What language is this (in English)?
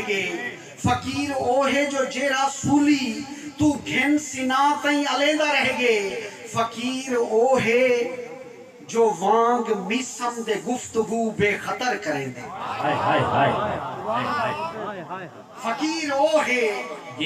Saraiki